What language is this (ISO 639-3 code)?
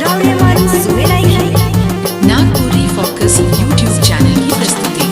sck